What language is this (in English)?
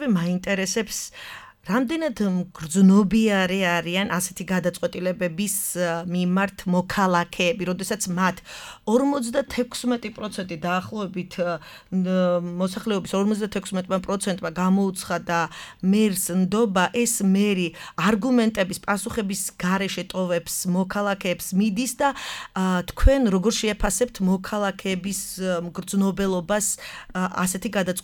Georgian